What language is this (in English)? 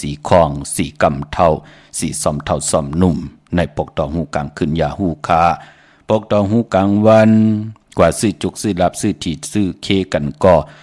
Shan